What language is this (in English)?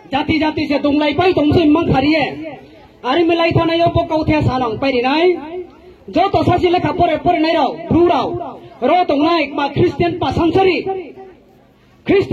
Riang (India)